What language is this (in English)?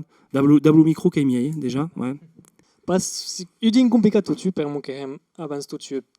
Occitan